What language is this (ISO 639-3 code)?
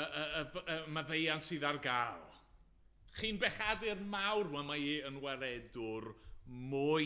cym